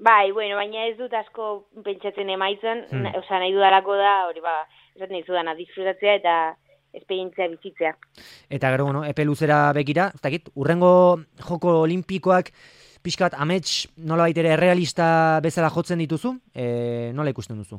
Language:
Basque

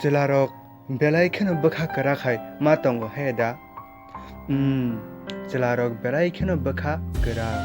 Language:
Kok Borok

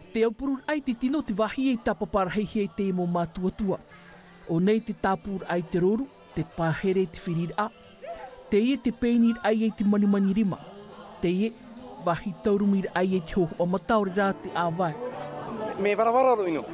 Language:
Tahitian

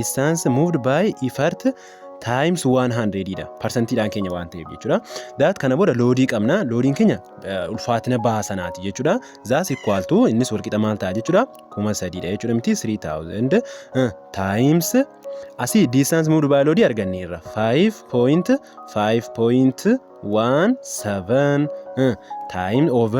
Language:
Oromo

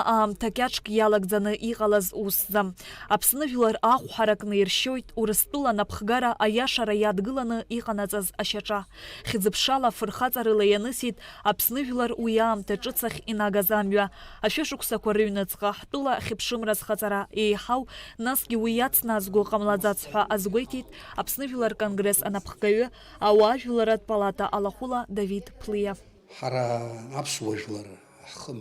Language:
Abkhazian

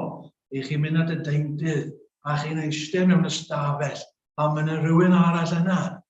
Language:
Welsh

